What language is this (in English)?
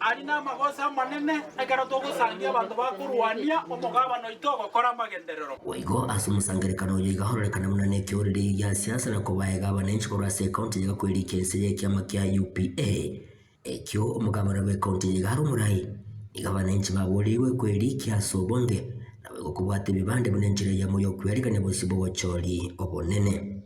Gusii